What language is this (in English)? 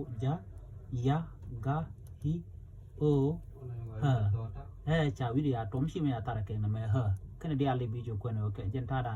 Nuer